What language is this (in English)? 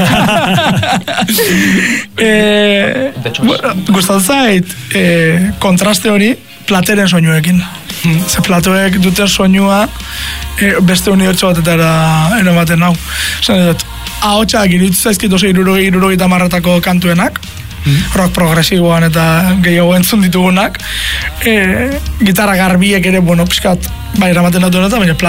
Basque